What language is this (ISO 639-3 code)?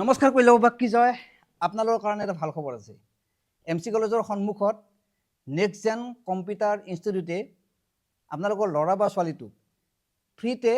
asm